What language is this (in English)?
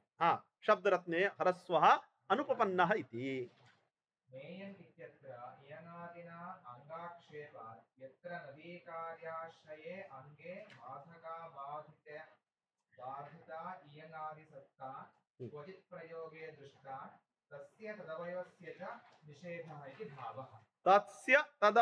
Sanskrit